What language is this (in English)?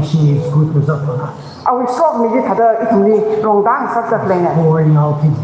Tangkhul Naga (India)